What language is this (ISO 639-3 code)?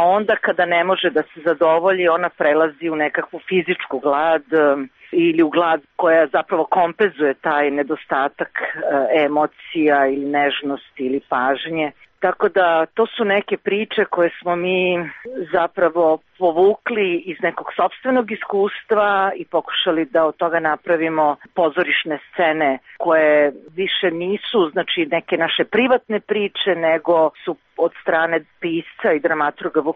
srp